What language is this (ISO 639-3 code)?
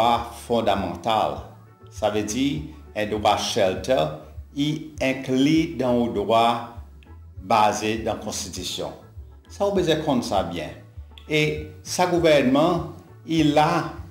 crs